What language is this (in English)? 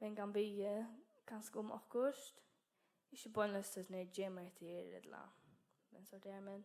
Faroese